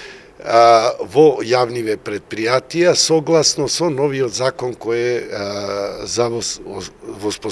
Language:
Macedonian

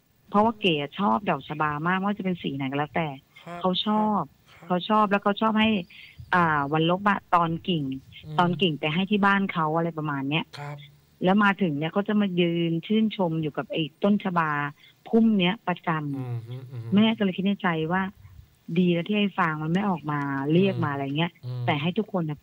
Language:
Thai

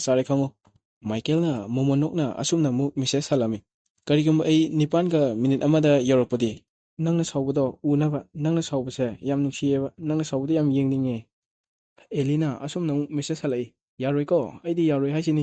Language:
Manipuri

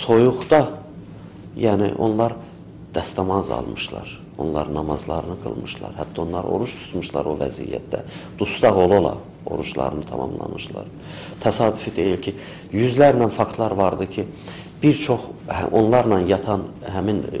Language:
Azerbaijani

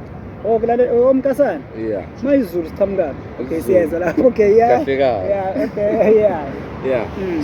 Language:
Zulu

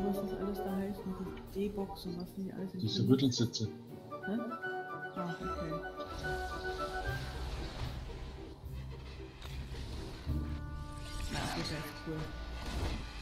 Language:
German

